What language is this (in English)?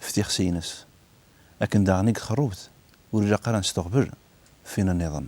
Kabyle